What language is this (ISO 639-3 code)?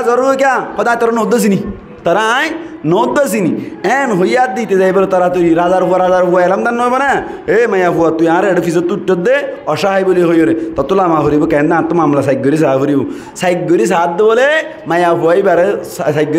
rhg